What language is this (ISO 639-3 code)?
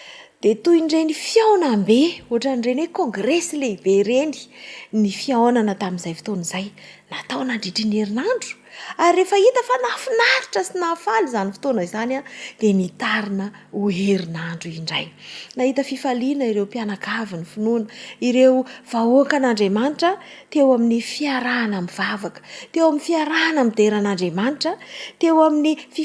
mlg